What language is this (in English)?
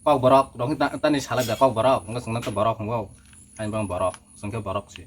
Kok Borok